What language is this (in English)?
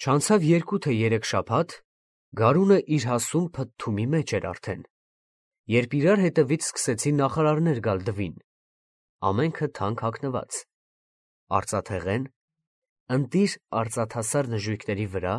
Armenian